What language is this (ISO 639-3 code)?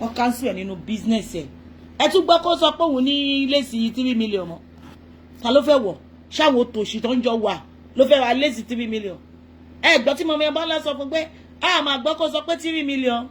yor